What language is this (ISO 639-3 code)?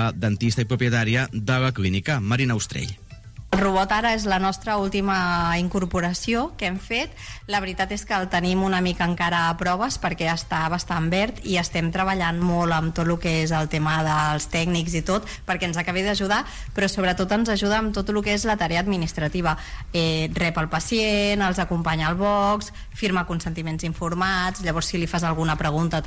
cat